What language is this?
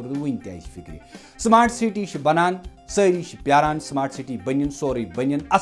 Kashmiri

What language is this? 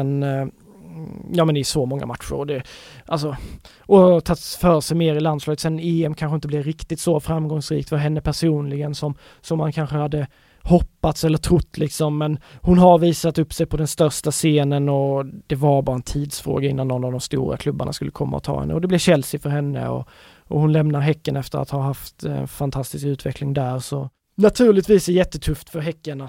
Swedish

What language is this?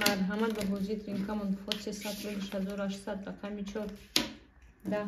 Tajik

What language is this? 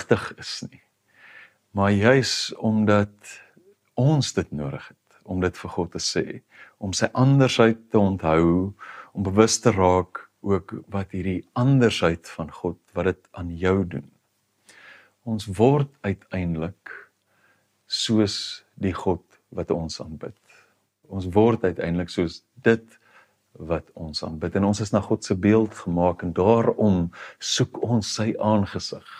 Afrikaans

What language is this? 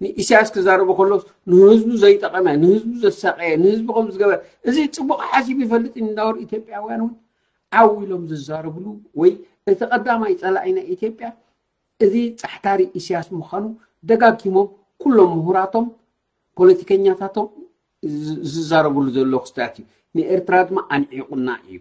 Tigrinya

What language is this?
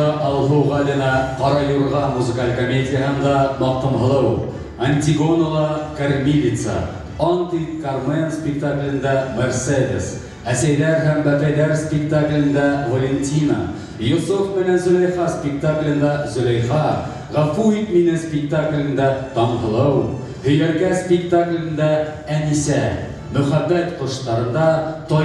Bashkir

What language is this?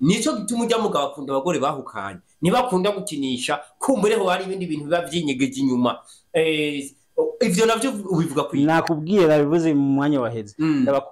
Rundi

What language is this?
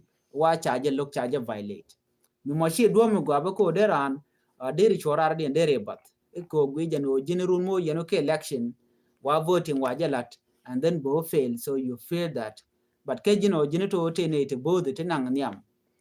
Nuer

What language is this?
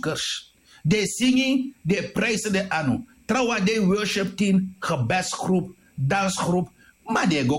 Sranan Tongo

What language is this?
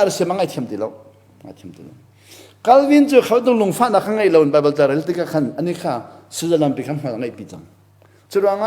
Hakha Chin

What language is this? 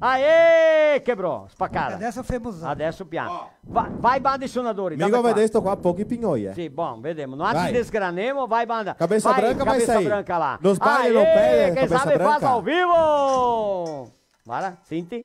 Venetian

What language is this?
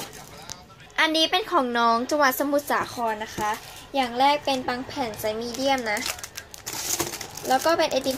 Thai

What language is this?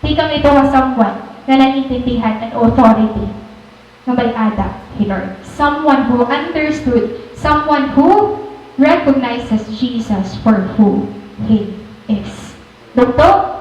Waray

